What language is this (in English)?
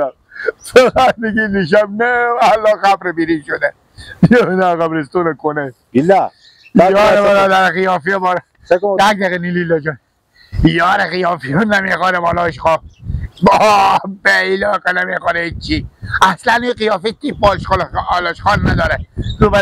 Persian